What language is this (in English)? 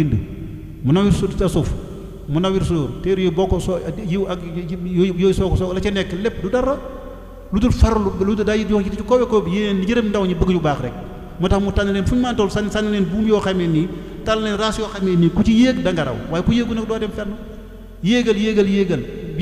Wolof